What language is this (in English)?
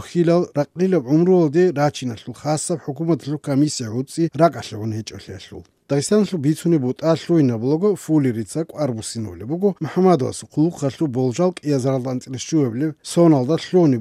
Avaric